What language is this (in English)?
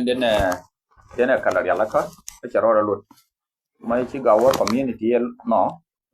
Nuer